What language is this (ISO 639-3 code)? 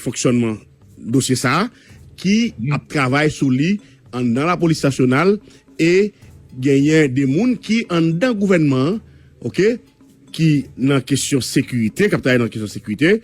hat